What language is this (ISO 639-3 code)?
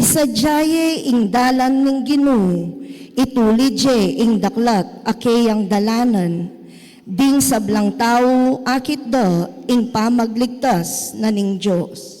pam